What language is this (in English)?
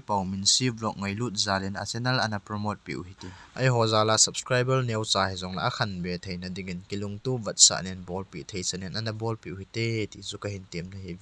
Thado Chin